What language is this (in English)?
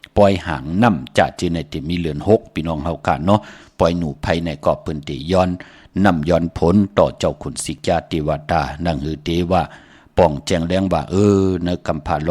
Shan